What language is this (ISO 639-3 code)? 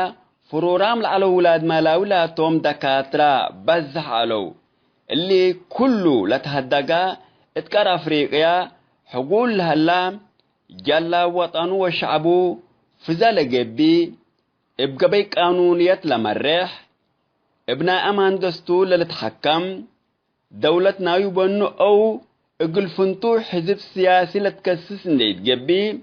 tig